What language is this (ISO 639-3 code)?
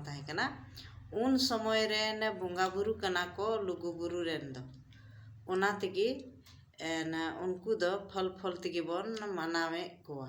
sat